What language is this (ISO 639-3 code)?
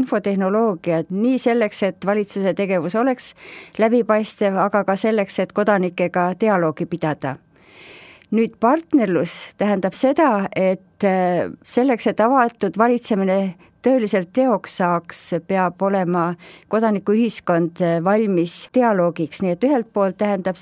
est